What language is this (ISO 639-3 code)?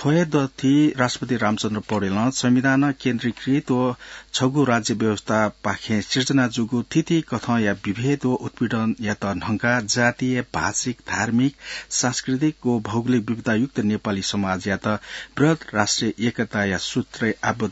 new